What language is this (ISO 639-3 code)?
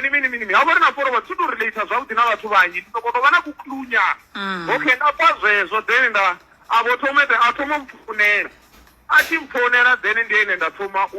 ven